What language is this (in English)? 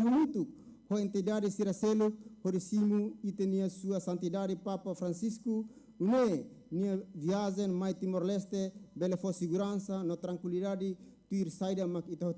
Tetum